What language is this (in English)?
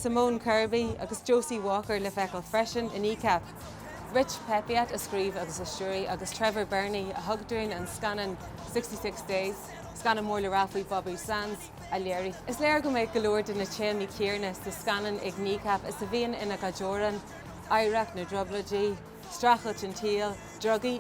Irish